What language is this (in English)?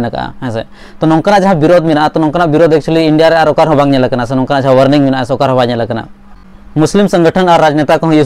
Santali